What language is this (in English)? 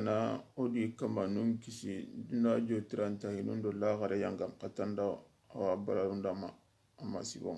Soninke